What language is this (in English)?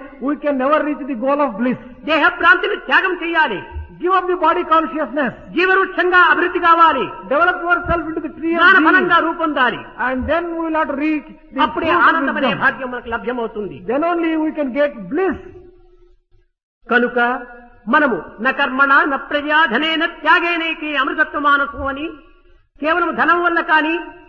Telugu